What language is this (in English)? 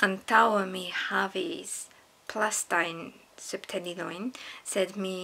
Esperanto